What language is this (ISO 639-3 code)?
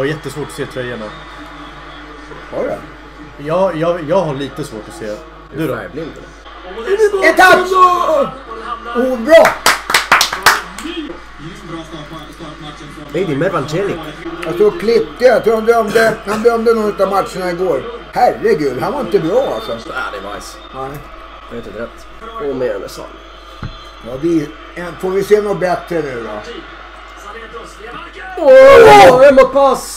swe